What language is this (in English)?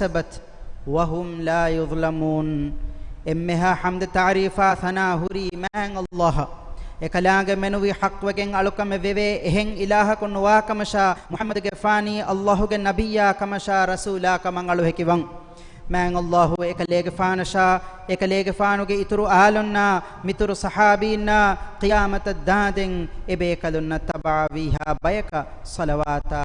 Divehi